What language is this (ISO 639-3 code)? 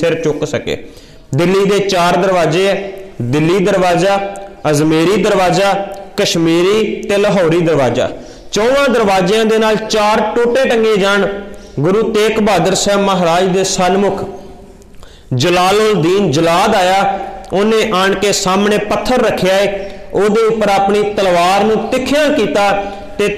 pan